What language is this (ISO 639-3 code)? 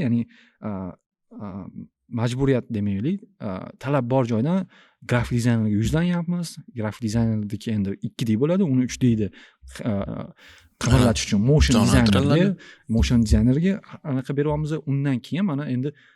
uzb